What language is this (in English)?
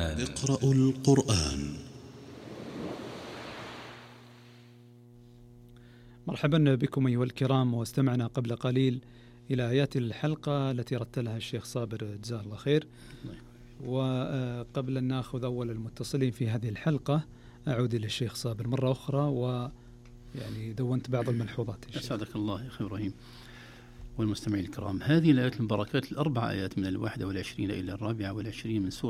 Arabic